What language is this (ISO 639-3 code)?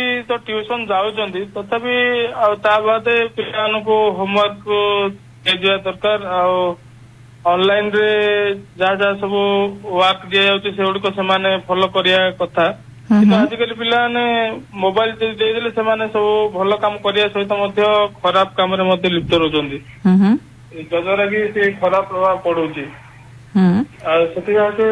ori